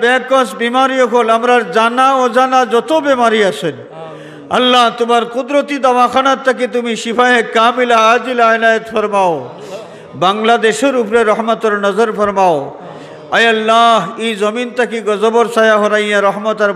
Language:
Sylheti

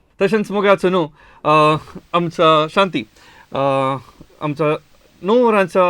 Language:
Konkani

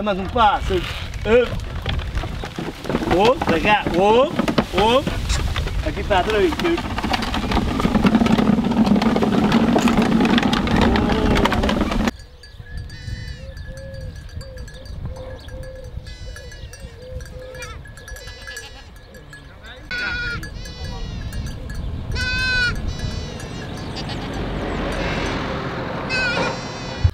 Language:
Portuguese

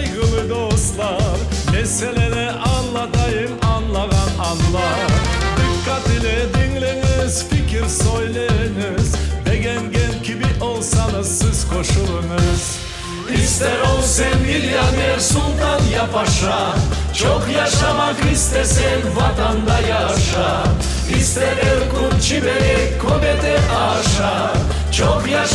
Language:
Crimean Tatar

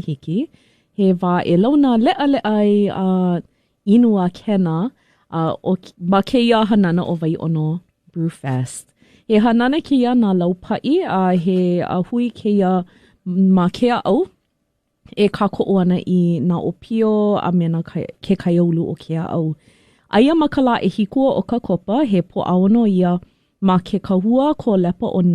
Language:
Hawaiian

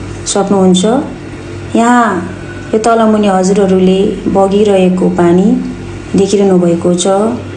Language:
Nepali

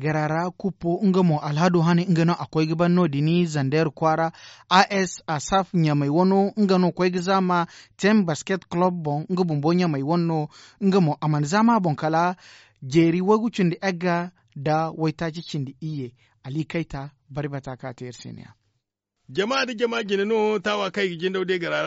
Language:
Zarma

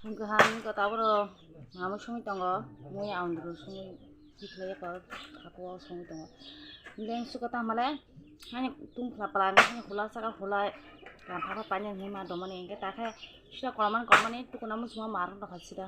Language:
Kok Borok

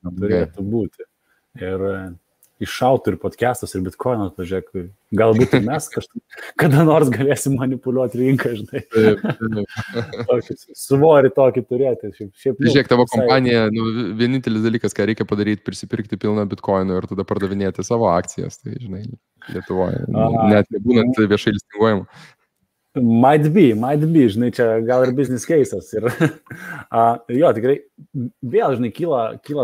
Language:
Lithuanian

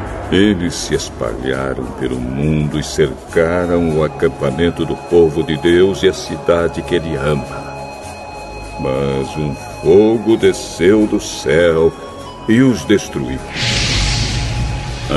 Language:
Portuguese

